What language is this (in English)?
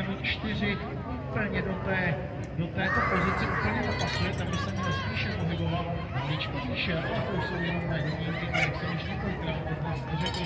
Czech